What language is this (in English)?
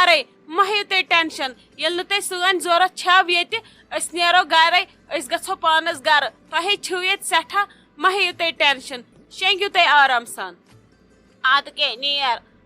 Kashmiri